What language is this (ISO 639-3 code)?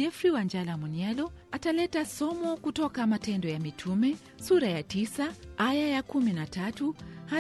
swa